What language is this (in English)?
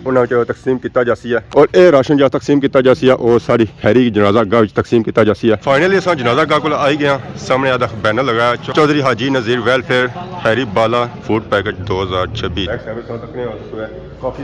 Pahari-Potwari